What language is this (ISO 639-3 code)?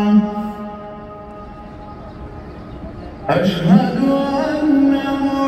ara